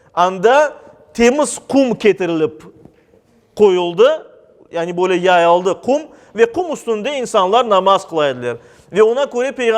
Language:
Crimean Tatar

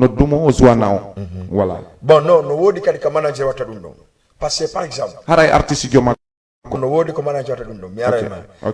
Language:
Fula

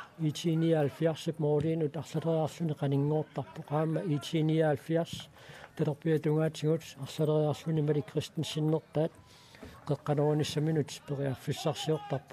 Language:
Kalaallisut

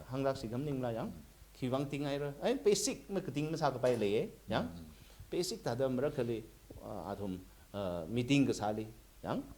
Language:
Tangkhul Naga (India)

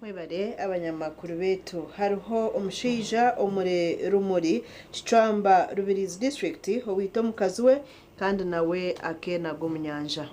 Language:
Nyankole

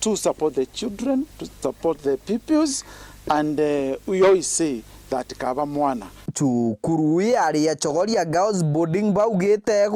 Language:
Meru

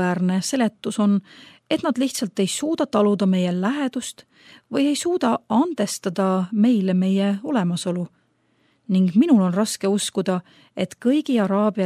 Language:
Estonian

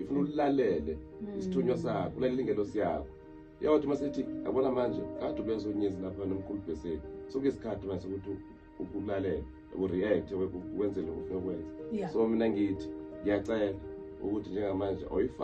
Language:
Zulu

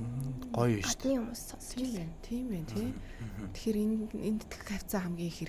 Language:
Mongolian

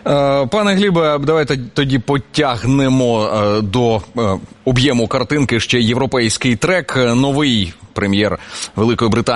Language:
Ukrainian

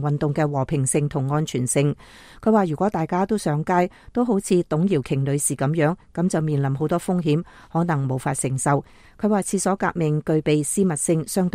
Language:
Cantonese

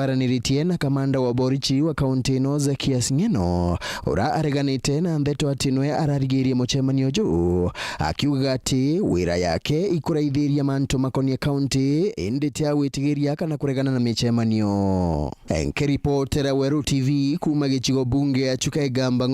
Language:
Meru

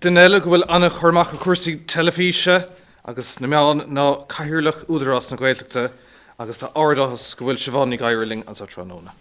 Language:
Irish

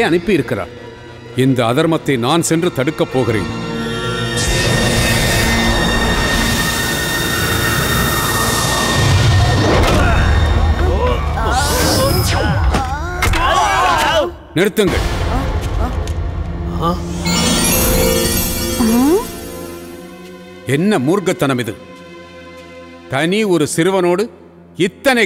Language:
Tamil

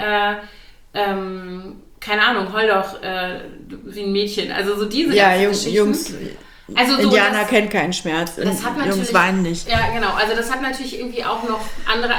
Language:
German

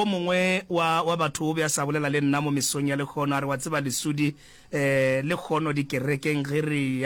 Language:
Northern Sotho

